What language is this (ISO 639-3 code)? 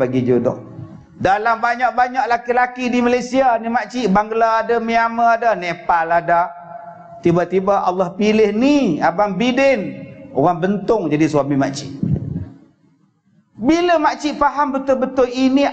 msa